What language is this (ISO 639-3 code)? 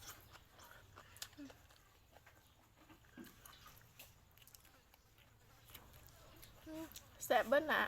lao